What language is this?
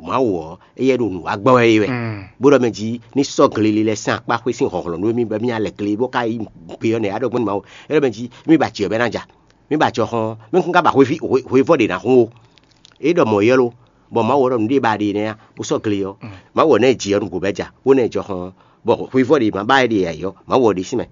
Fon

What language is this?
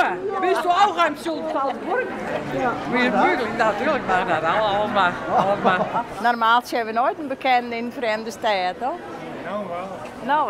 Western Frisian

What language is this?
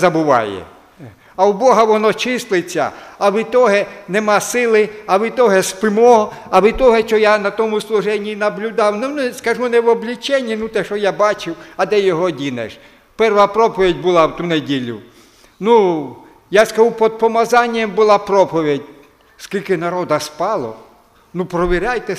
Ukrainian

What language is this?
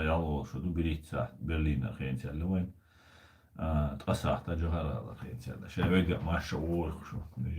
Chechen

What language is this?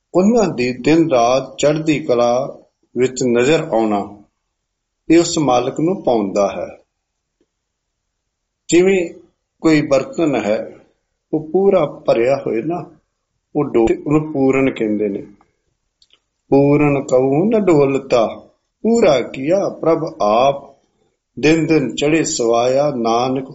Punjabi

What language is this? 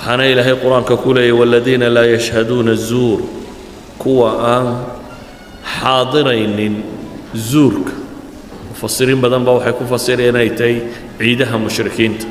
Somali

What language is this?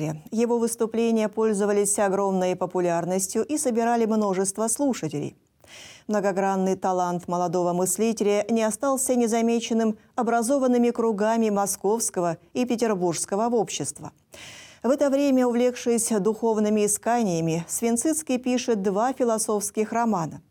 Russian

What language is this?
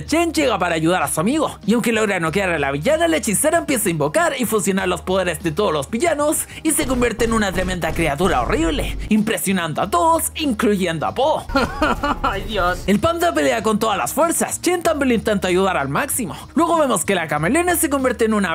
Spanish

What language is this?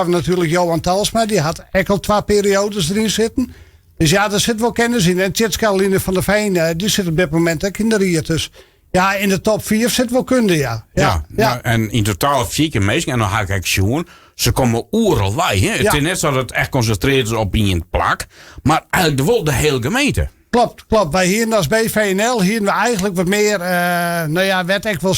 Western Frisian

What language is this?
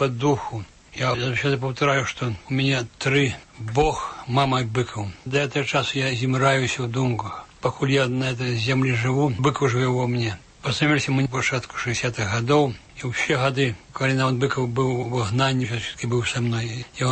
Belarusian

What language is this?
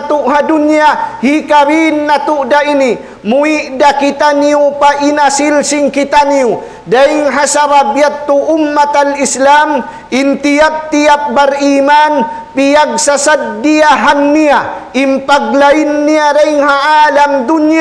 Tausug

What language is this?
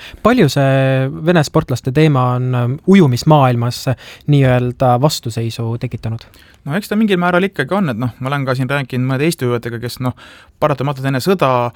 Estonian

